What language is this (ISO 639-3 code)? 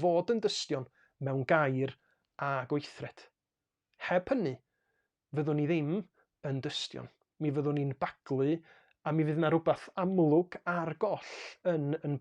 cym